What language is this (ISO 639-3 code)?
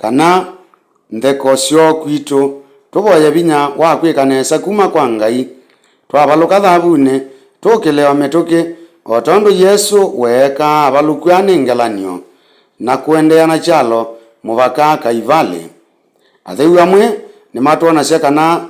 kam